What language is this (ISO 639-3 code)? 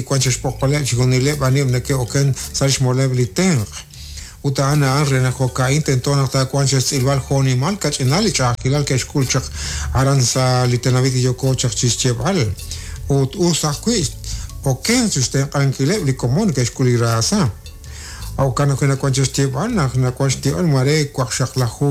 kek